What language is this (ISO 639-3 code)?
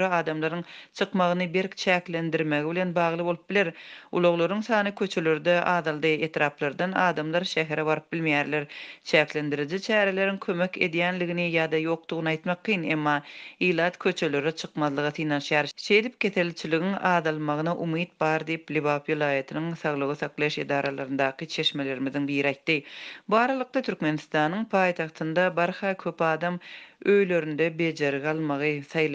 tuk